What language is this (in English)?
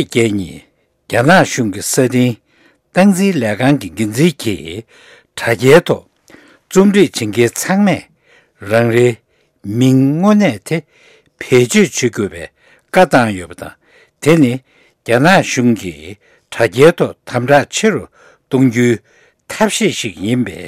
Tibetan